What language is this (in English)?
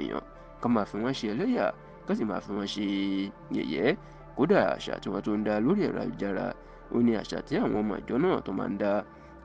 Yoruba